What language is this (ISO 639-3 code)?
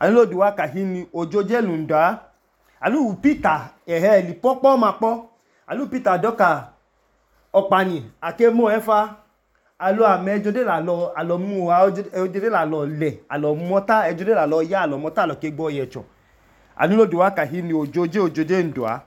idu